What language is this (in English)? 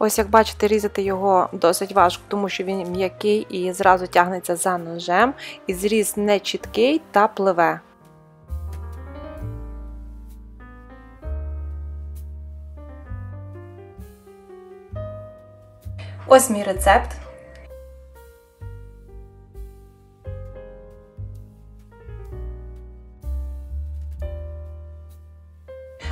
Ukrainian